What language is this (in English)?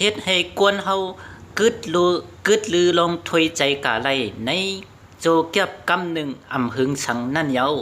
Shan